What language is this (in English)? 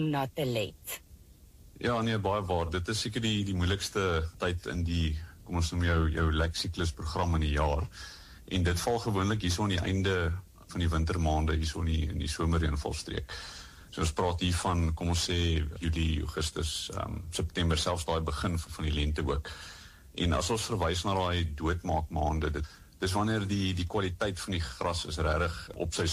Afrikaans